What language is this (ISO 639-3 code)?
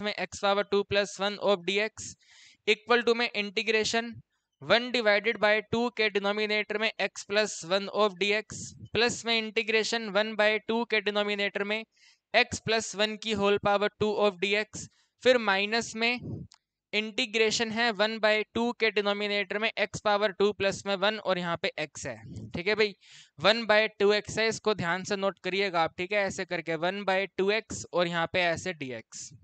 hin